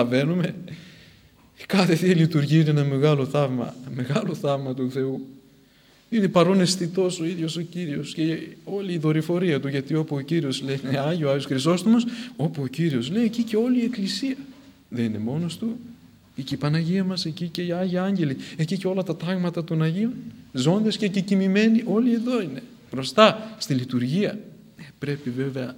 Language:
Greek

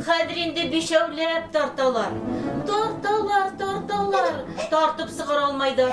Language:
Bashkir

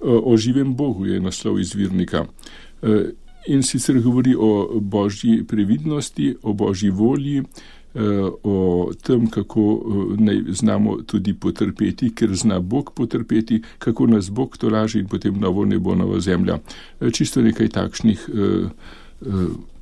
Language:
Slovenian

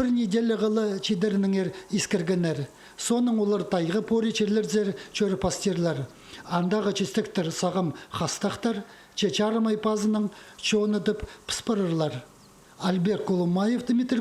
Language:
Khakas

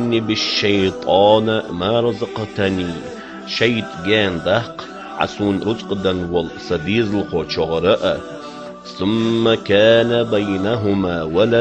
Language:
Ingush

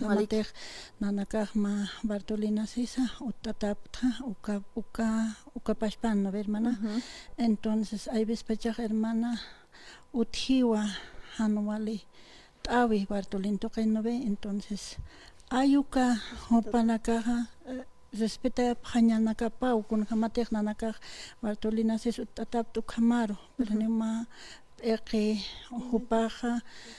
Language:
Aymara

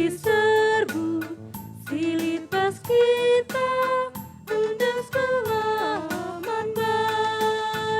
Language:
Batak Karo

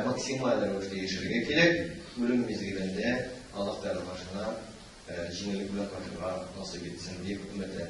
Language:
Tatar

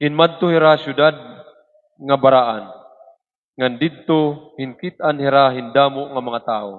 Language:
Waray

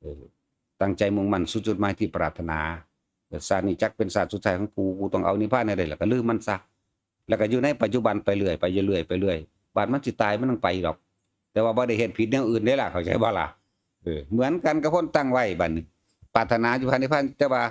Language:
Northeastern Thai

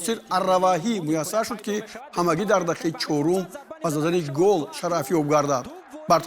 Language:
Tajik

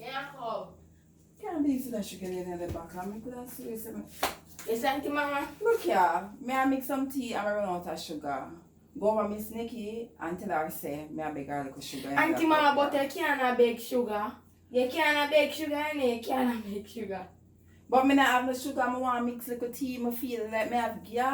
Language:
Jamaican Creole English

